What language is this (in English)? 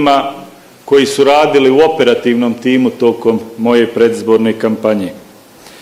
Bosnian